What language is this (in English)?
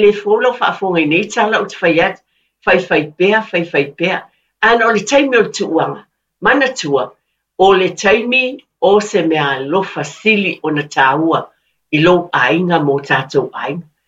Samoan